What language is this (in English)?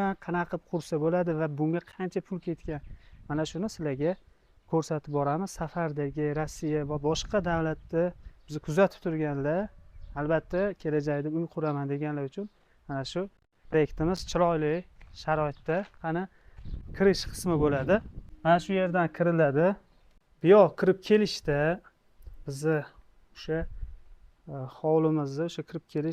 Uzbek